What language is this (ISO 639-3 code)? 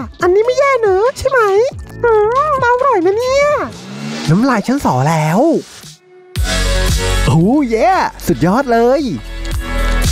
tha